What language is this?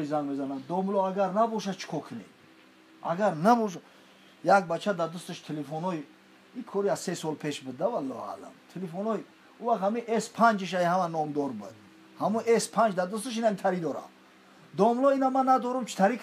Tajik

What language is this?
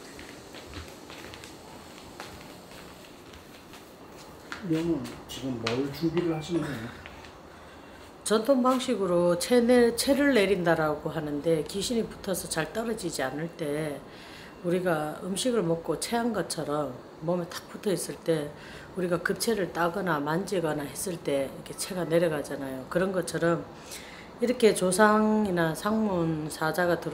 Korean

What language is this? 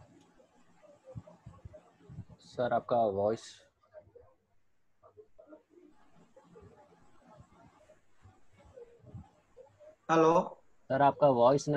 Hindi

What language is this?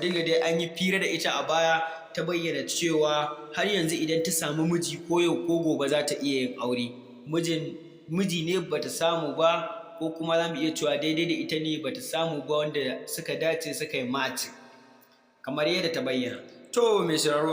Hausa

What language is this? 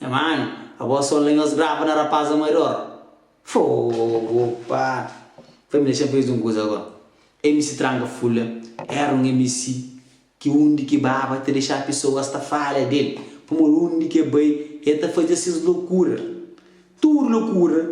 Kabuverdianu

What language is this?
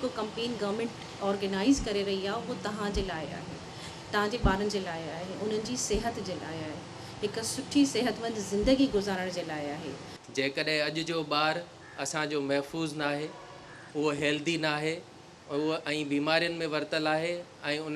Sindhi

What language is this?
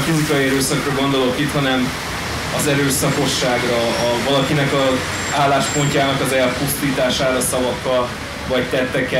Hungarian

